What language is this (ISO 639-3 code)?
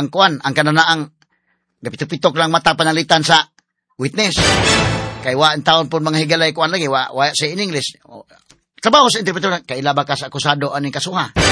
ceb